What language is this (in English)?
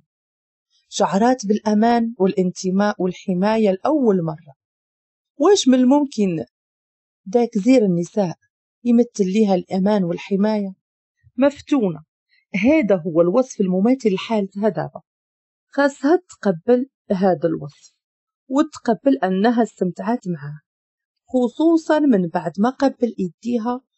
Moroccan Arabic